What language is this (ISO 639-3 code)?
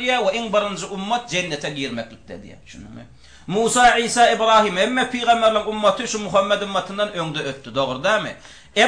tuk